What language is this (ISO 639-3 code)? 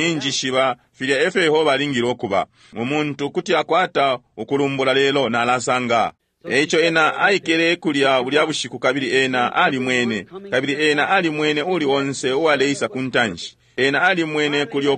bem